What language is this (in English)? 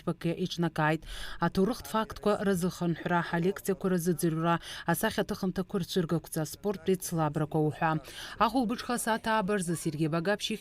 Abkhazian